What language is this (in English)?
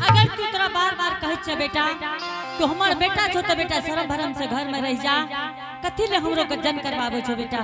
Angika